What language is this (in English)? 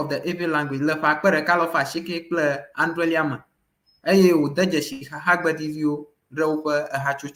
Ewe